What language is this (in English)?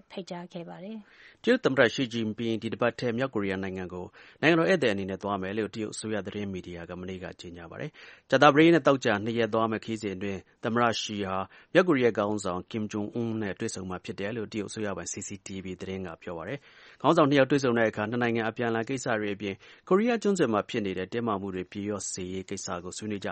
Burmese